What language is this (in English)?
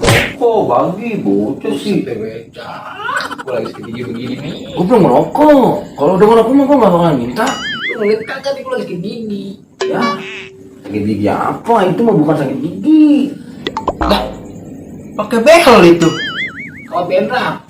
Betawi